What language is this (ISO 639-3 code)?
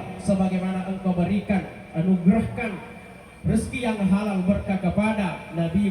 bug